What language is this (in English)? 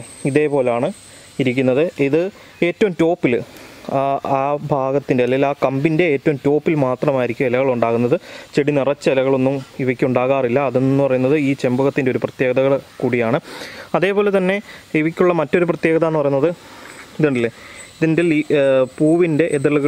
Malayalam